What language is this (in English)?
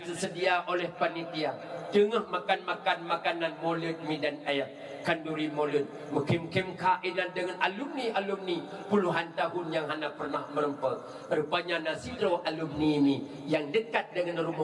Achinese